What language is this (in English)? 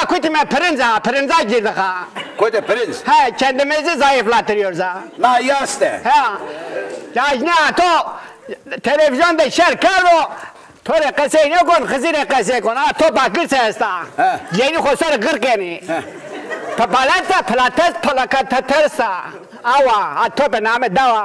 Zaza